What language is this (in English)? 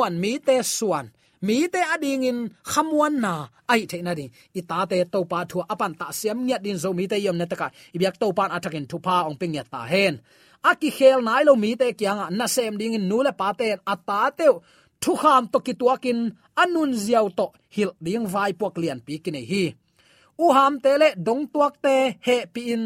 Tedim Chin